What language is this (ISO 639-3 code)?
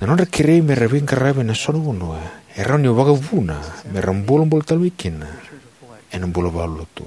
fij